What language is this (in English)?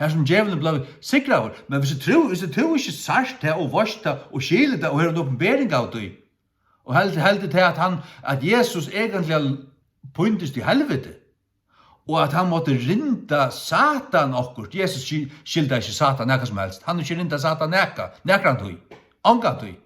Faroese